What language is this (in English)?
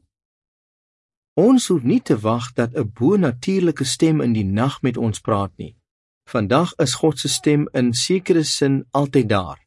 Afrikaans